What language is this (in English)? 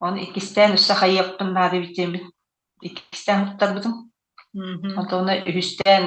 Yakut